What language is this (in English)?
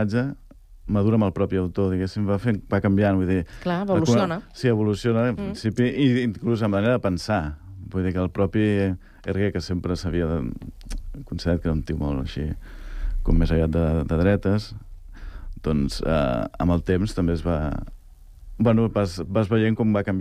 Catalan